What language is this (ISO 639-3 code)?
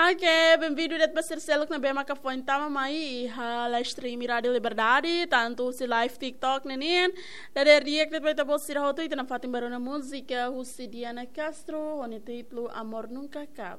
tet